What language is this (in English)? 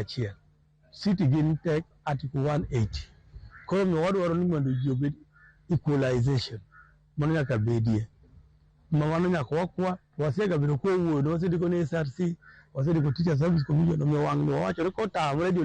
Luo (Kenya and Tanzania)